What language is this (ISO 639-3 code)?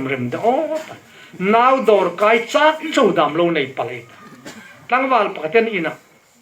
hmr